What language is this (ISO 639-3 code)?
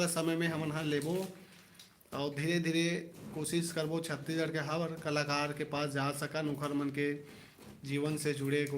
hne